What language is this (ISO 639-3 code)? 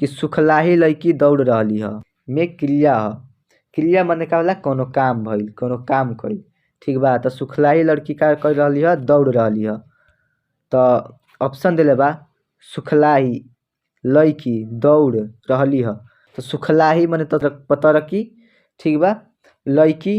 bho